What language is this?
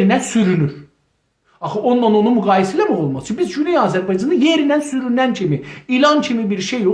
South Azerbaijani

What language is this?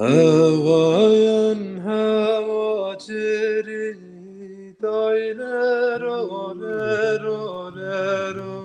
Zaza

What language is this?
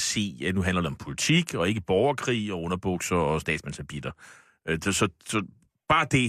Danish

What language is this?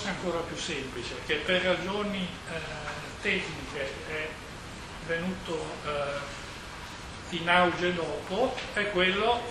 Italian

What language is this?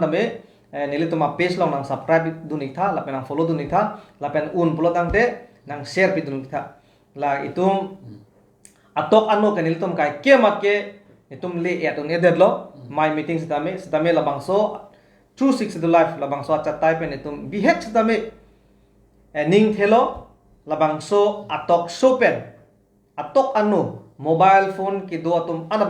Karbi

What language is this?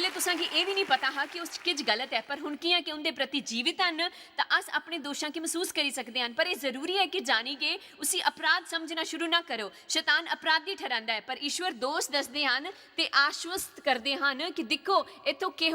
Dogri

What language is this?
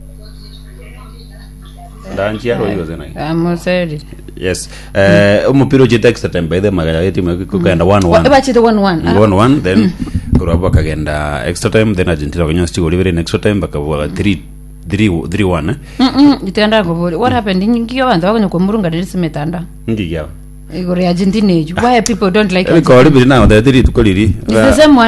Gusii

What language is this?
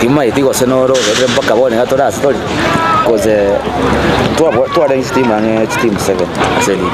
Gusii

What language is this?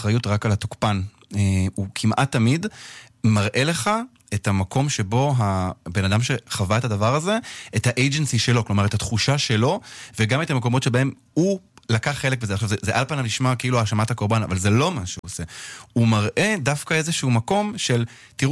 Hebrew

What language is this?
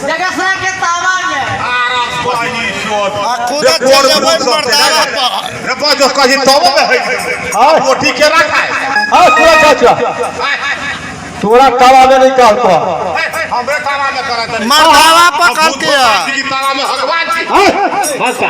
Maithili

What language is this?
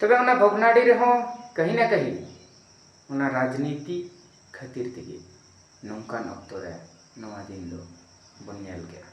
Santali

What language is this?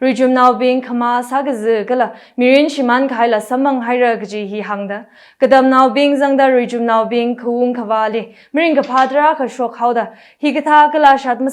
Tangkhul Naga (India)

